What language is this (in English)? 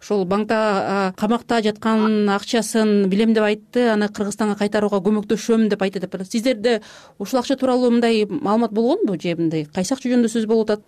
Kyrgyz